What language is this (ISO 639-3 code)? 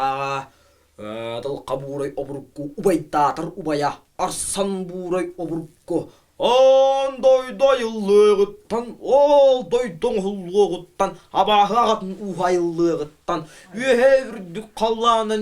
sah